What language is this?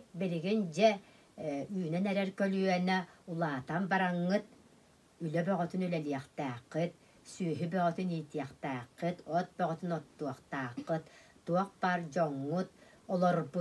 Yakut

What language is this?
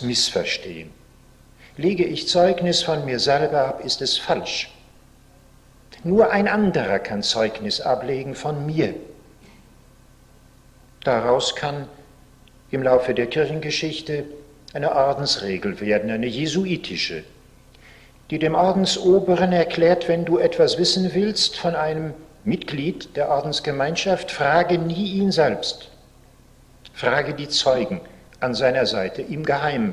German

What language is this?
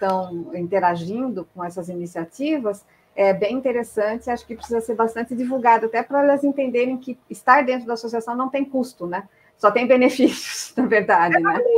Portuguese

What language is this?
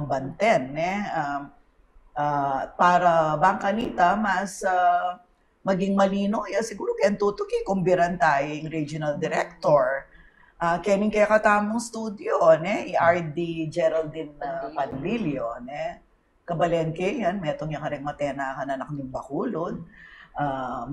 Pampanga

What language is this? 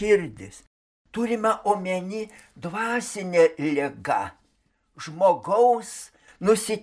Lithuanian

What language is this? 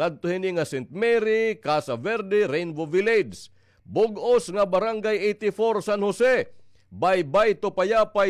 Waray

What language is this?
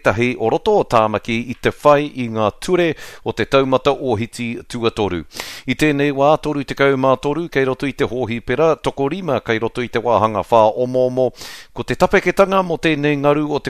Māori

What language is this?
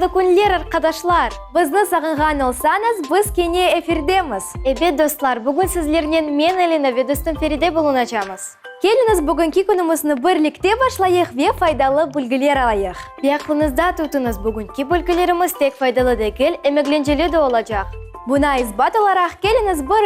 Crimean Tatar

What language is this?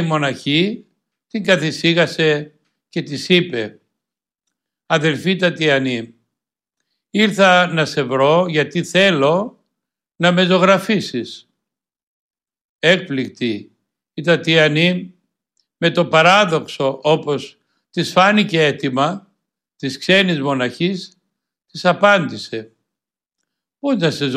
Greek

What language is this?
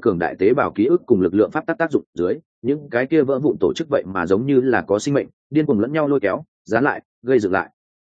Vietnamese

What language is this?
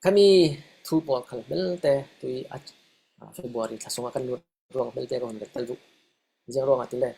Falam Chin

